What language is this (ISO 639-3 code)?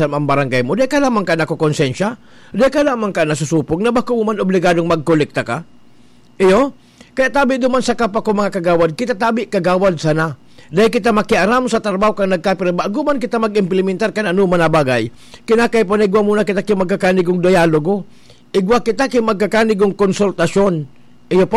bik